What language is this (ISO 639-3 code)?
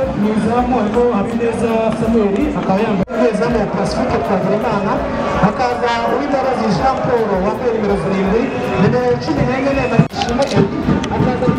kin